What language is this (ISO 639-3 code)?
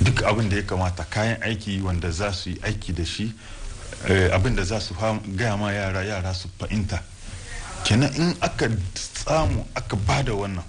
hau